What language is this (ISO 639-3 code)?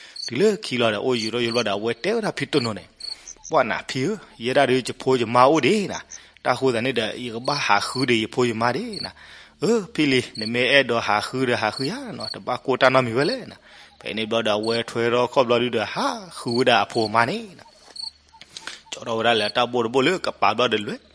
ksw